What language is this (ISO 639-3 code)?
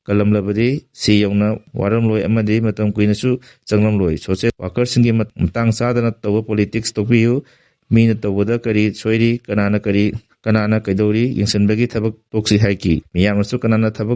mni